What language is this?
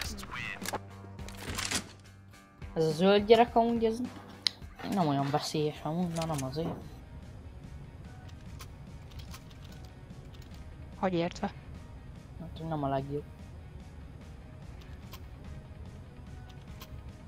Hungarian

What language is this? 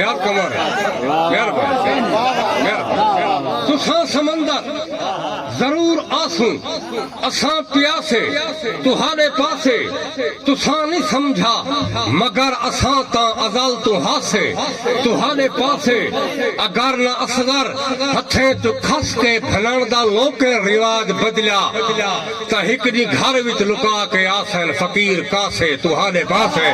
Saraiki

